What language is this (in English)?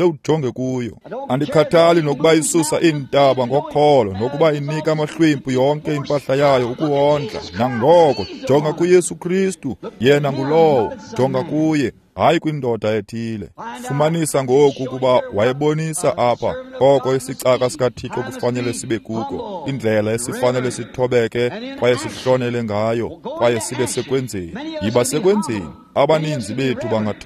Xhosa